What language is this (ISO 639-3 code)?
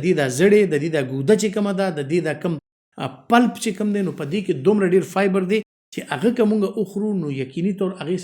pus